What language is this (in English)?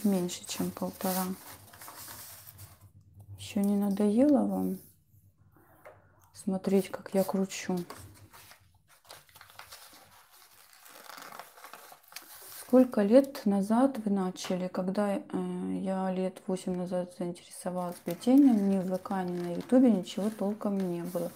Russian